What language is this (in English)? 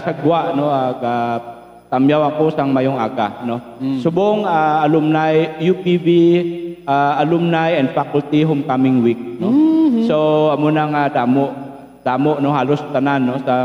Hiligaynon